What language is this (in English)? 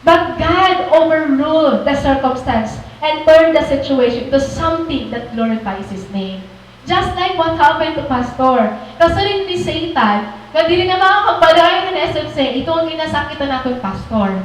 Waray